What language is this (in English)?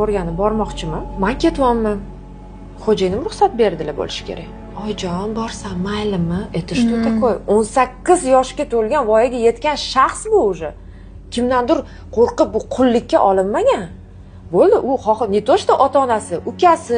Uzbek